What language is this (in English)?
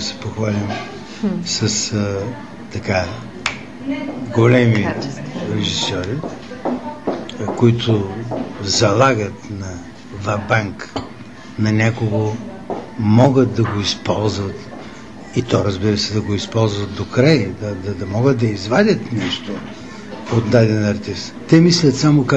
Bulgarian